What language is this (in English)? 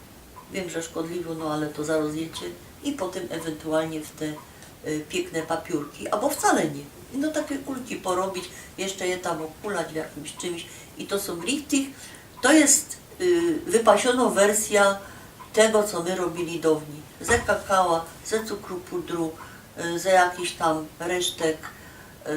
Silesian